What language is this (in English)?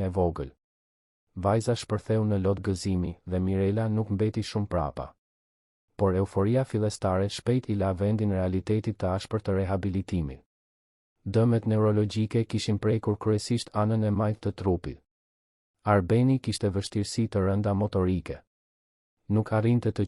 Albanian